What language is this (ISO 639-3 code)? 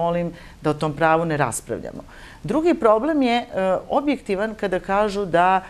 srp